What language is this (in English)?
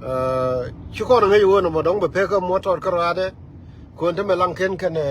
Nuer